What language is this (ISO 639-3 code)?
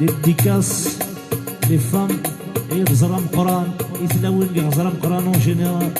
kab